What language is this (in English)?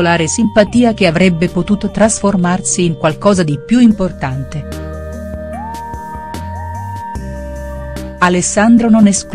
Italian